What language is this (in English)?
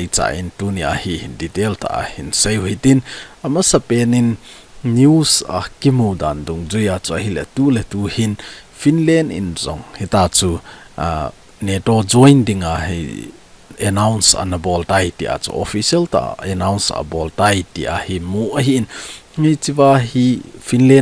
Thado Chin